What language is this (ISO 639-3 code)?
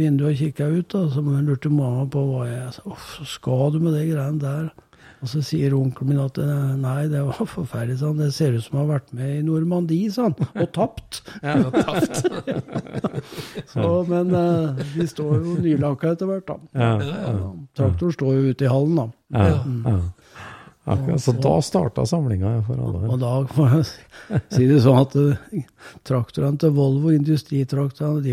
nor